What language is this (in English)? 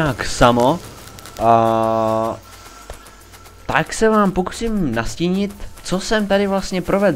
Czech